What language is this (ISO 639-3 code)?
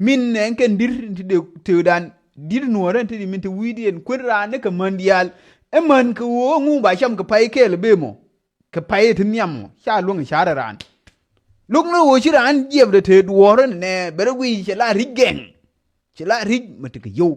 nus